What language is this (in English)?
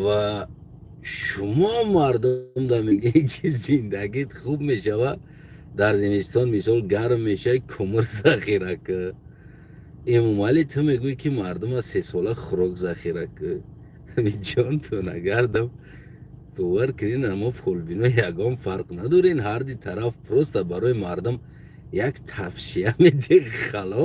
Tajik